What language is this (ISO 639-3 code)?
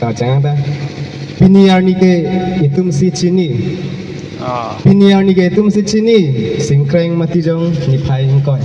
mjw